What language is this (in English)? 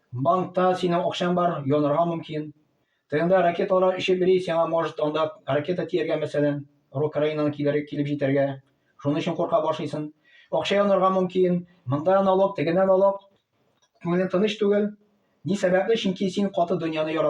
Tatar